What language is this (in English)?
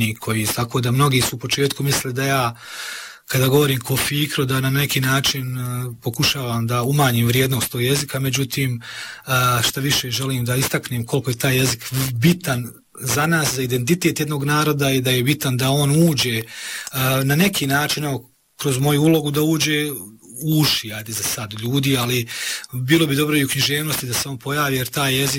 Bosnian